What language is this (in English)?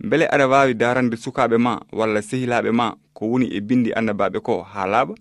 Fula